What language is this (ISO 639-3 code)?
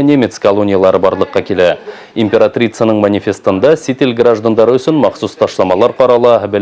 bak